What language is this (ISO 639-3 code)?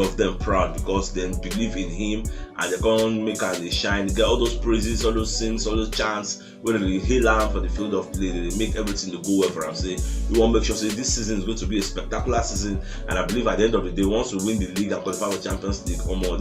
pcm